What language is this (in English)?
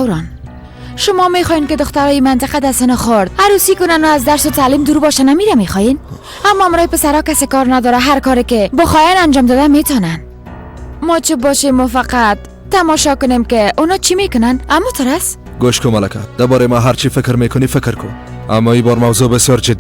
Persian